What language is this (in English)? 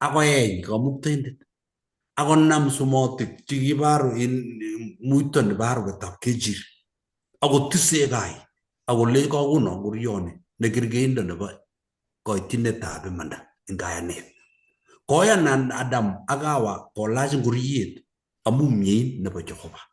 Kalenjin